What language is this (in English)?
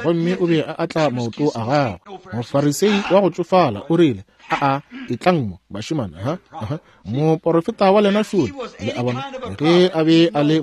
Northern Sotho